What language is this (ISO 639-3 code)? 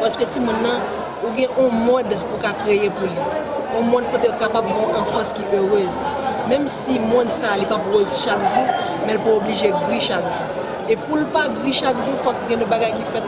hat